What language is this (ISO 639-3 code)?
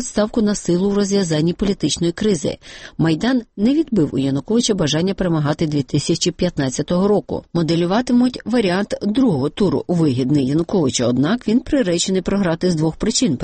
ukr